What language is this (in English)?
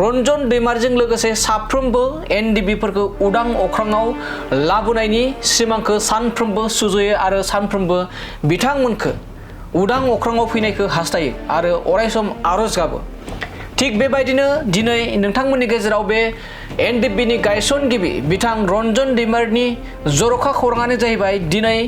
Bodo